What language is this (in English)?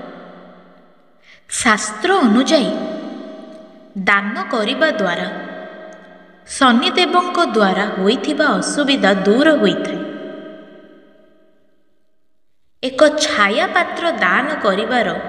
Odia